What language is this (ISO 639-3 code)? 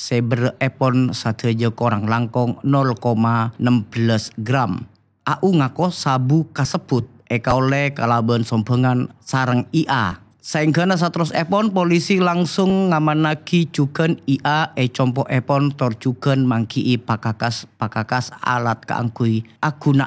mad